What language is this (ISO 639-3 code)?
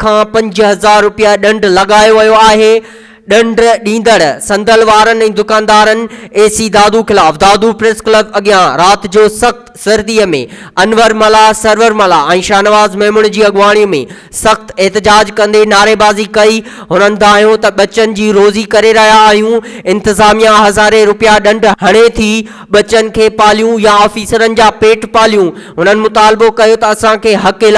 snd